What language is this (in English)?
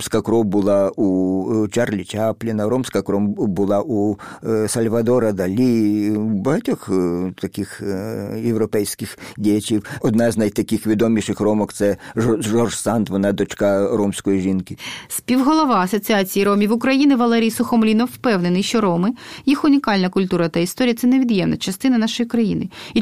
Ukrainian